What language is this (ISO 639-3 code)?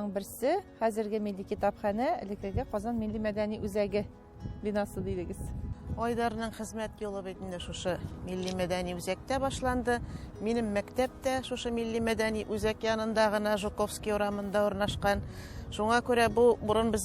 tat